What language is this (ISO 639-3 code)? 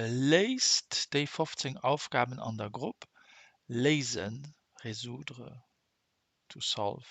ltz